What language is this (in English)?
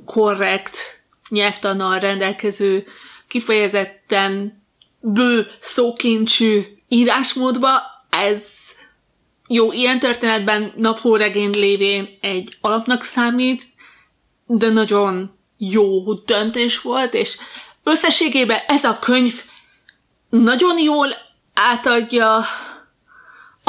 Hungarian